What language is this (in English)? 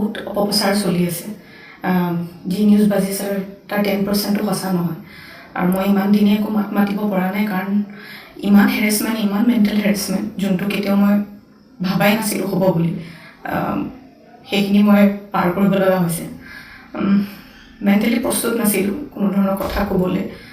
Assamese